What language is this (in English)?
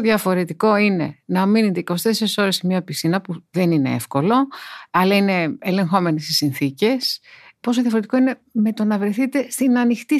Greek